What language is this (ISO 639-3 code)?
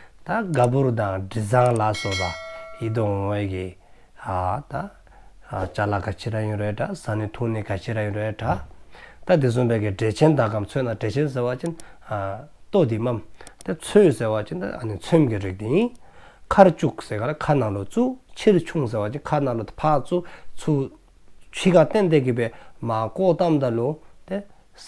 dzo